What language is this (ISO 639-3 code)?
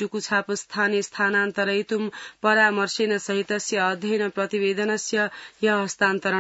san